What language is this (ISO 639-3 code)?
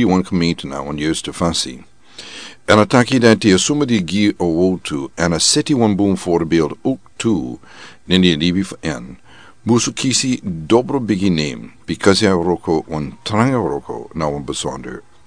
srn